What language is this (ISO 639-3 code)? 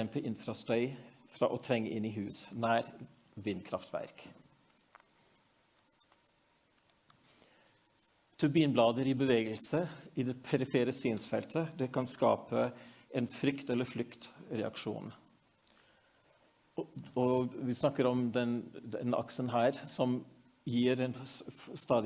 nor